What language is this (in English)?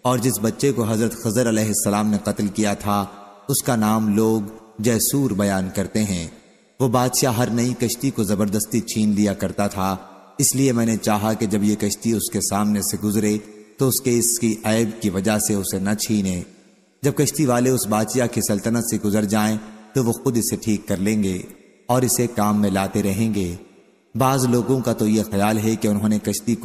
Urdu